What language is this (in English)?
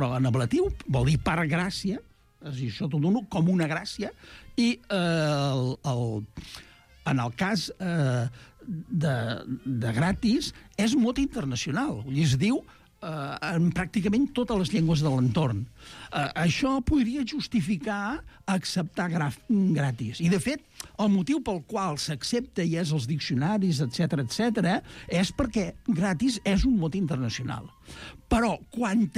Catalan